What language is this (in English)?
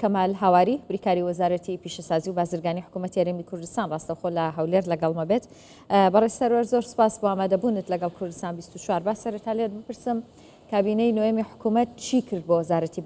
Central Kurdish